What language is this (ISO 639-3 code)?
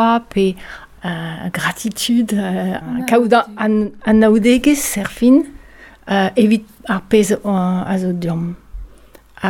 bre